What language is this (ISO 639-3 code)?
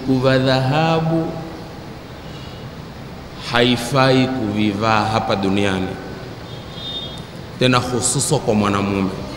swa